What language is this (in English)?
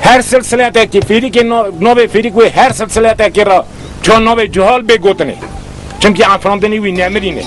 Kurdish